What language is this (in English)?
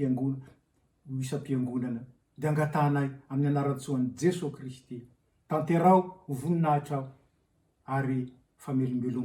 Malagasy